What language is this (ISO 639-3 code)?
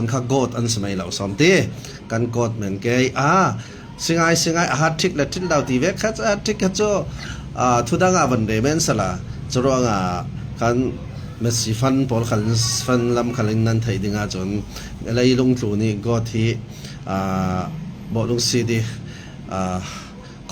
cfm